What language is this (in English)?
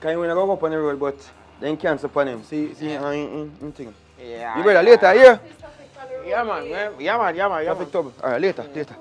Jamaican Creole English